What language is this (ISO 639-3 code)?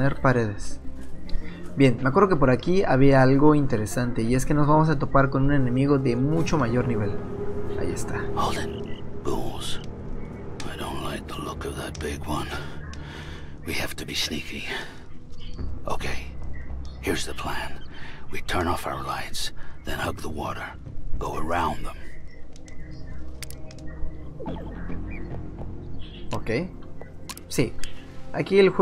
spa